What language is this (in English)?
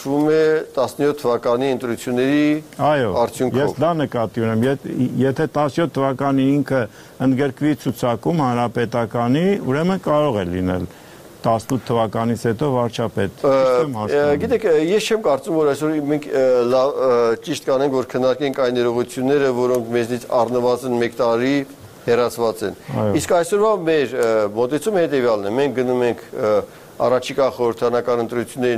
Armenian